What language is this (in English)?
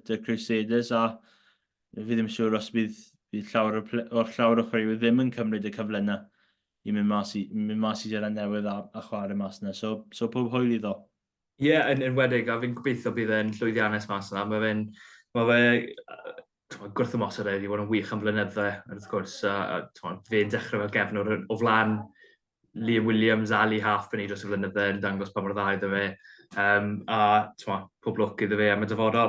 Welsh